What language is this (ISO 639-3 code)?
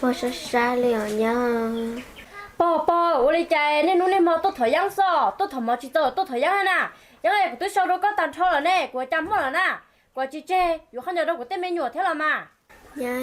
hmn